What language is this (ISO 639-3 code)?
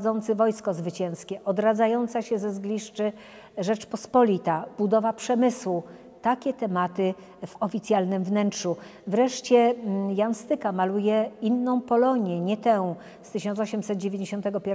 pol